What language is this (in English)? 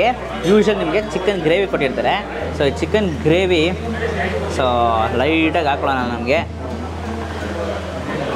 Kannada